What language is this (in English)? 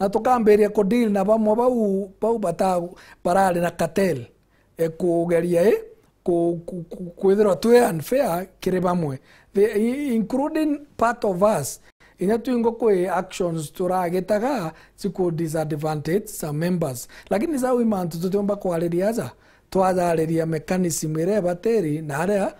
Meru